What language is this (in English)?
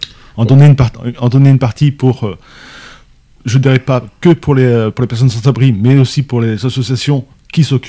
French